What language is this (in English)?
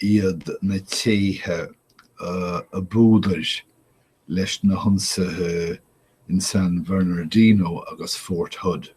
Irish